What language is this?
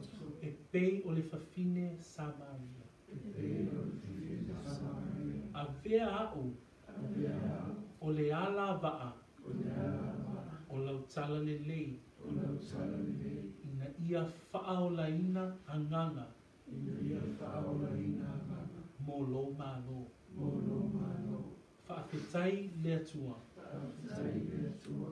Samoan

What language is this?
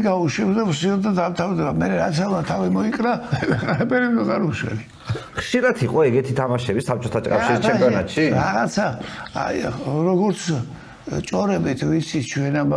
Georgian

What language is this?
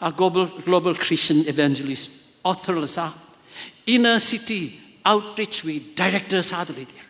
Tangkhul Naga (India)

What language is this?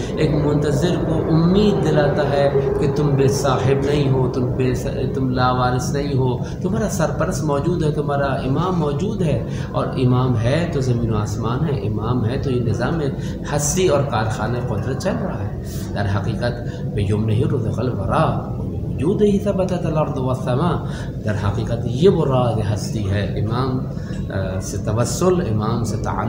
Urdu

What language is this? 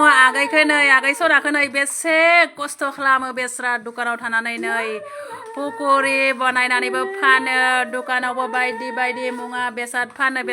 Bodo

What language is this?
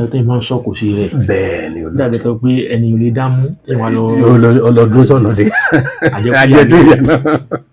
Yoruba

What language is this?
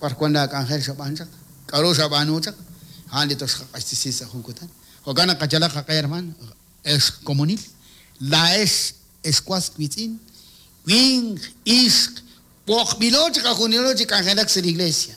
Kekchí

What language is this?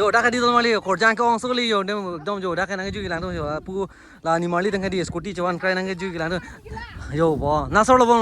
Karbi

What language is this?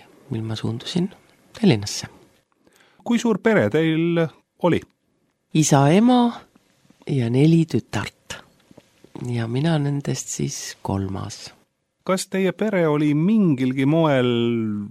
Estonian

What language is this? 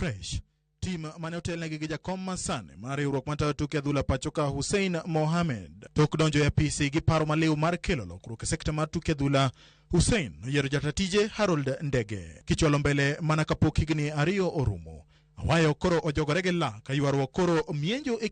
Luo (Kenya and Tanzania)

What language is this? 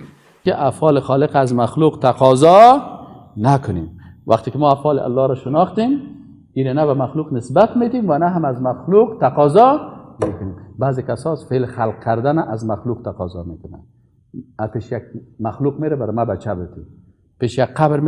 Persian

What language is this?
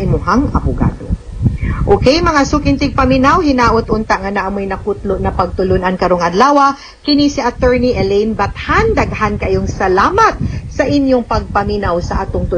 Cebuano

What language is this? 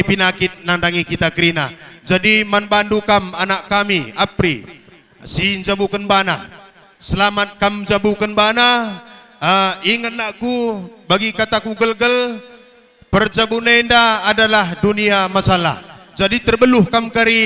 Batak Karo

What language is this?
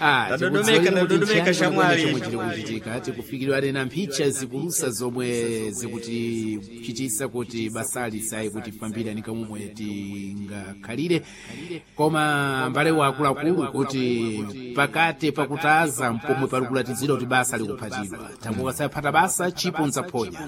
Sena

